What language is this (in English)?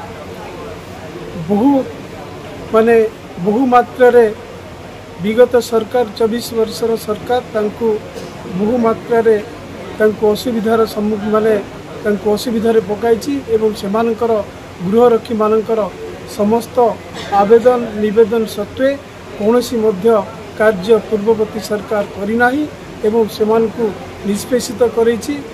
Odia